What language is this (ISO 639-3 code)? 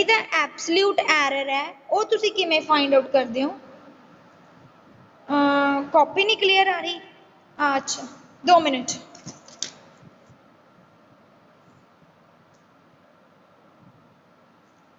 pan